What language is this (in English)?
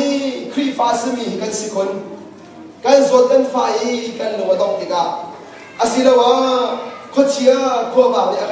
Hakha Chin